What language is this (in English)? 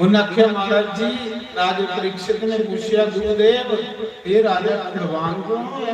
Dogri